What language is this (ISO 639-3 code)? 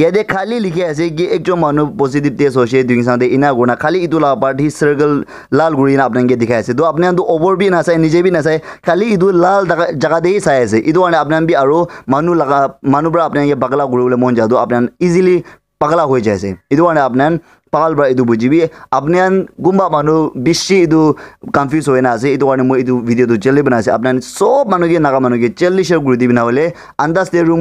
nag